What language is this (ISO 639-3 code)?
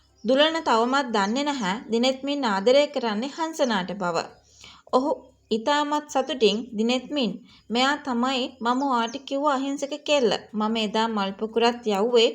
sin